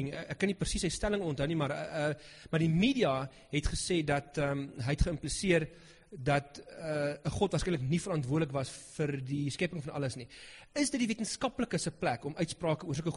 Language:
Afrikaans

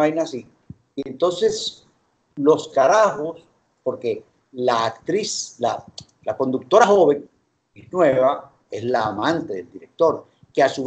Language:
Spanish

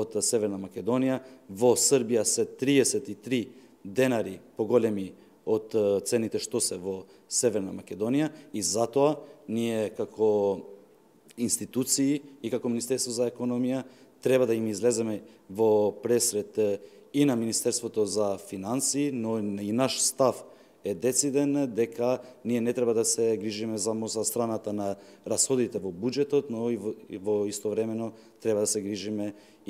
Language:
Macedonian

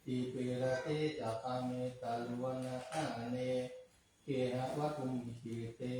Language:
Pali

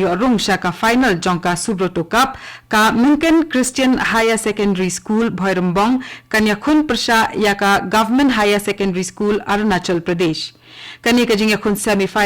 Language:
Khasi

